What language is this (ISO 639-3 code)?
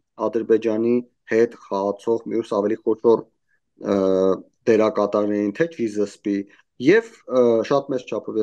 hye